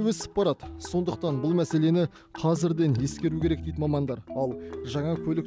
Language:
Kazakh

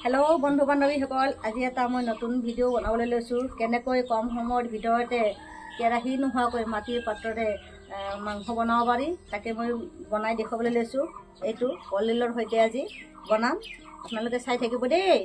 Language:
Assamese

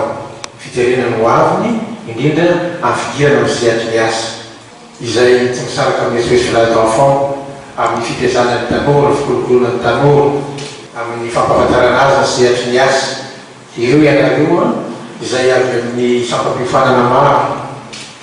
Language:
Malagasy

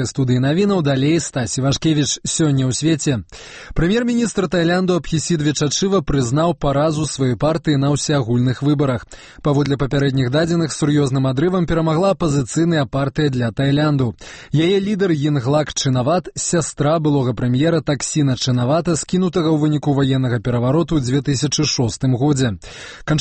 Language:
Belarusian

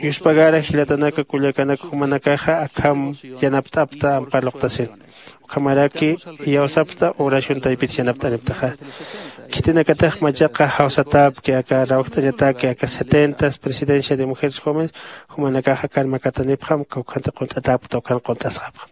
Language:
Aymara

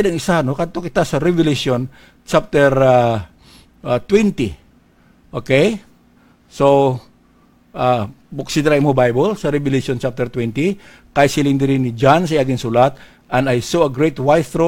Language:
Hiligaynon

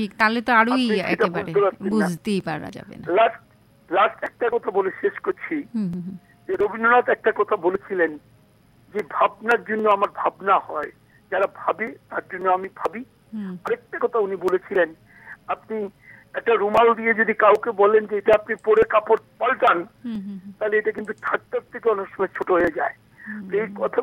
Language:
Bangla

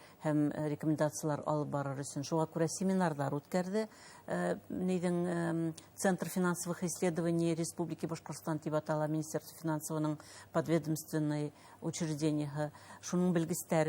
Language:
Bashkir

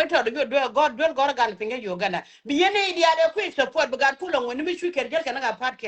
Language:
Nuer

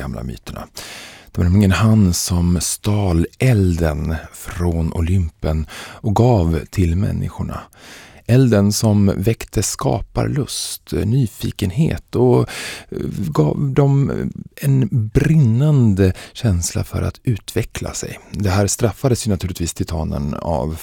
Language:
Swedish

